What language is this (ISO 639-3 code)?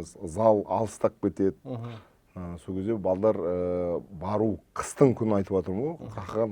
kaz